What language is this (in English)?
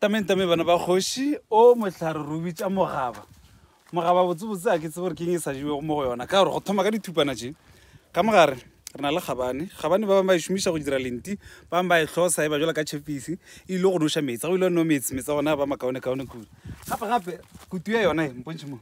Northern Sotho